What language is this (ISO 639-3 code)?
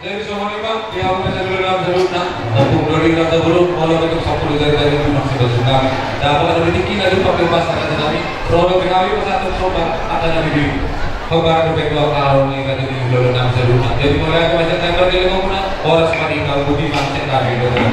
bbc